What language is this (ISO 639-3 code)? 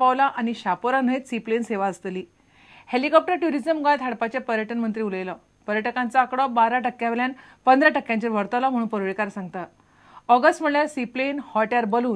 kok